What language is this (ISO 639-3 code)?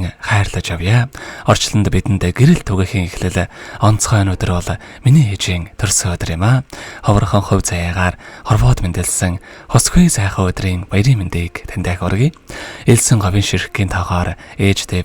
mon